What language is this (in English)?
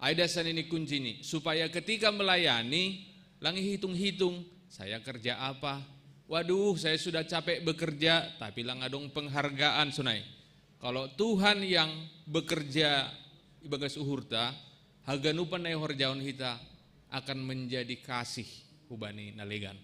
Batak Simalungun